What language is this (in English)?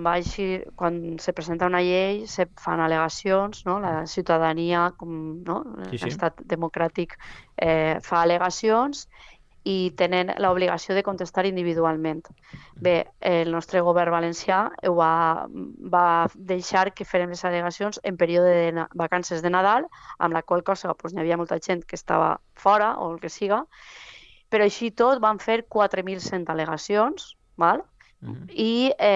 Catalan